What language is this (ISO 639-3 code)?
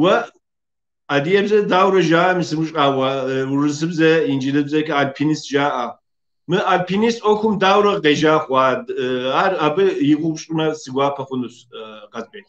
kbd